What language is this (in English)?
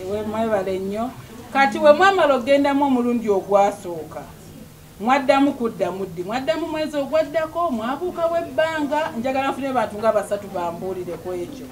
Ganda